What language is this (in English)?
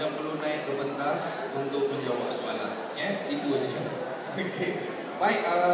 Malay